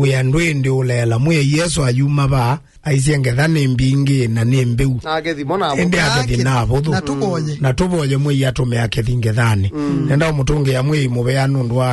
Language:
Kamba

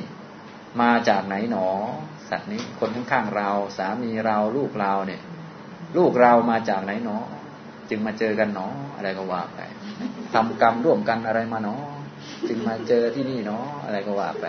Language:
Thai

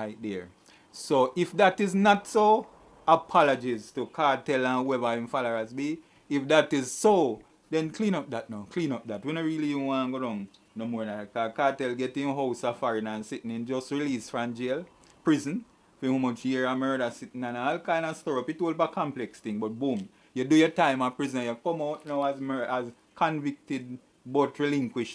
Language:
Jamaican Creole English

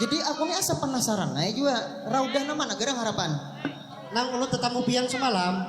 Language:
Banjar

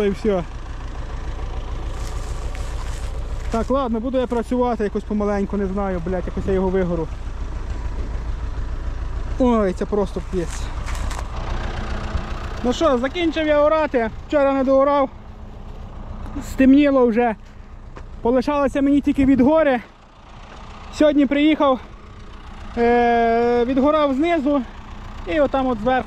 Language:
Ukrainian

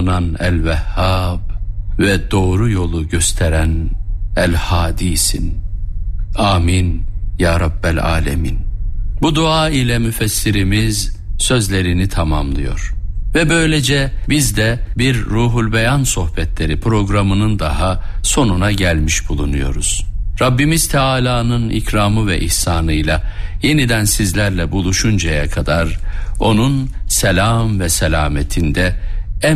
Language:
Turkish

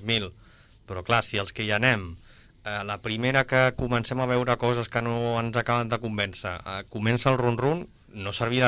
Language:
Catalan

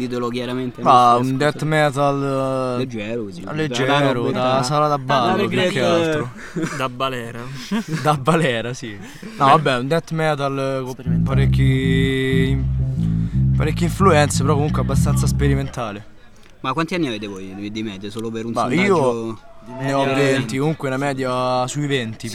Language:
Italian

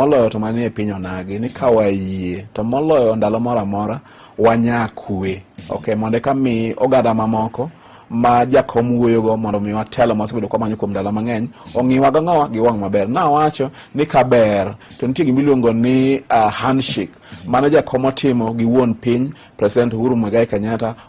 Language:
Luo (Kenya and Tanzania)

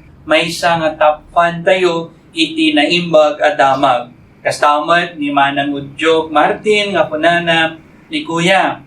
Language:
Iloko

